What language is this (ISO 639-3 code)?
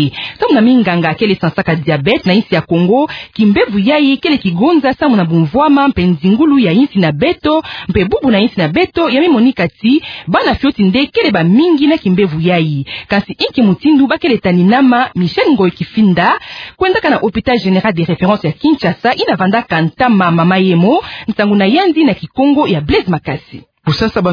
ktu